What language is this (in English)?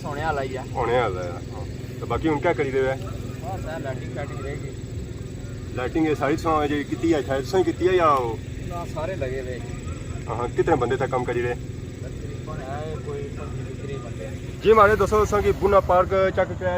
Pahari-Potwari